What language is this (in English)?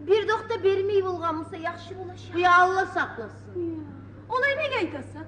Kumyk